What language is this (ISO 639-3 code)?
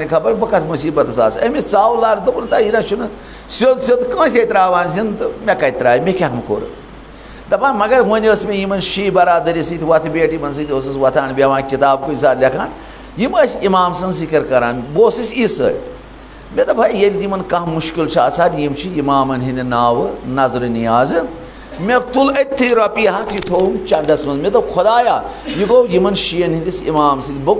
kas